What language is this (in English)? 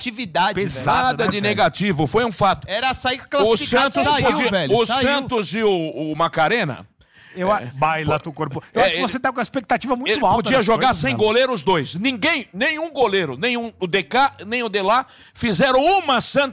Portuguese